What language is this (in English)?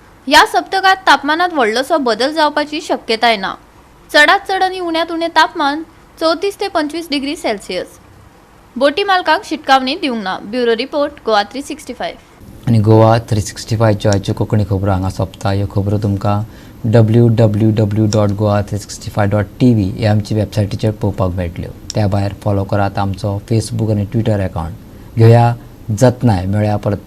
Konkani